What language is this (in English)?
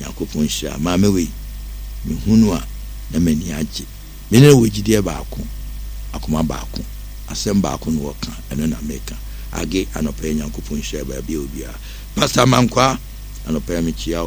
Akan